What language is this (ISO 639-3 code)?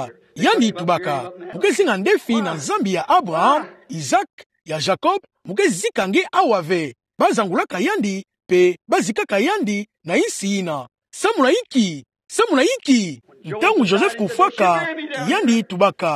ktu